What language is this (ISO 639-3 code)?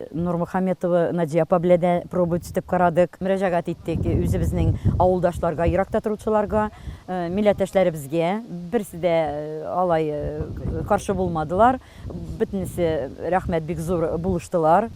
tat